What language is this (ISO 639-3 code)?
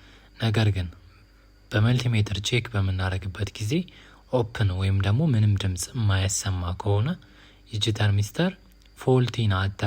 amh